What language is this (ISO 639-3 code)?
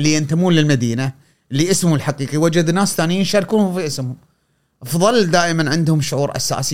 afb